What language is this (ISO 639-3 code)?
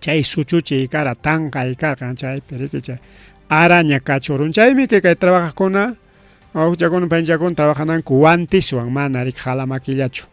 quy